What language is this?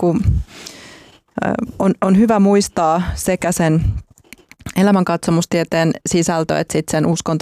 Finnish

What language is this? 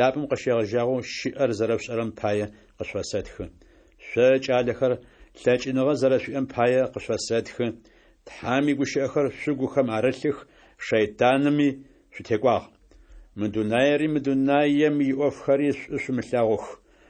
Adyghe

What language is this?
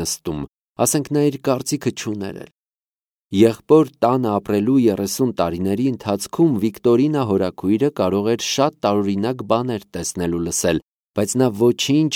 Armenian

